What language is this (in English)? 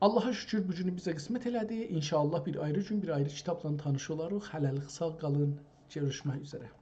South Azerbaijani